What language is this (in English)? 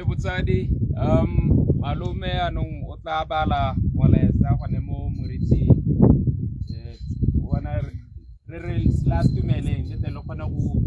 Tswana